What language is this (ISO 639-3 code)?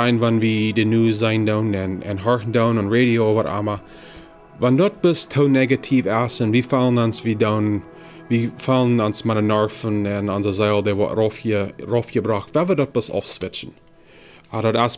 pdt